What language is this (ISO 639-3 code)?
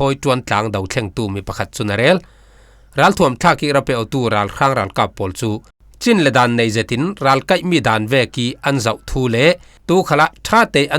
cfm